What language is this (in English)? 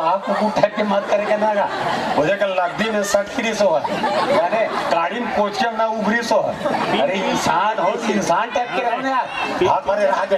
Chhattisgarhi